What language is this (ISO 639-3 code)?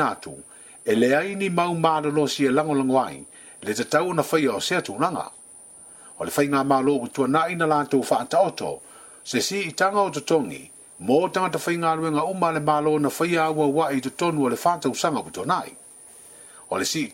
smo